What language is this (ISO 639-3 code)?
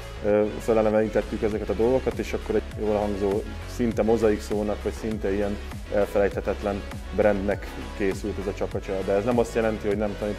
hun